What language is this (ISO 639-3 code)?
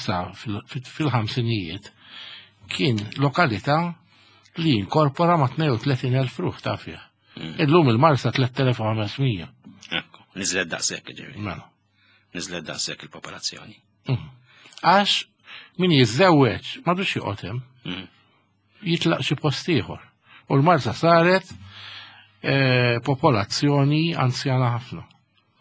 mlt